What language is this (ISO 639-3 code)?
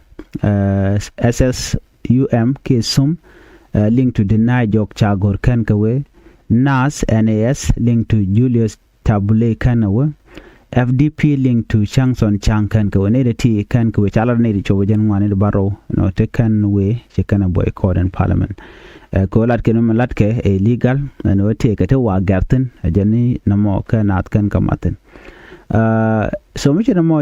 nus